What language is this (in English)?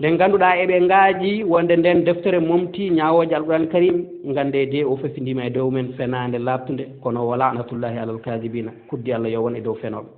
Fula